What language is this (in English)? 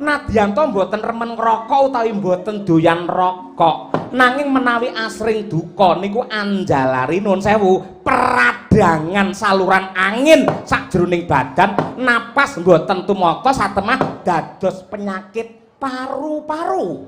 Javanese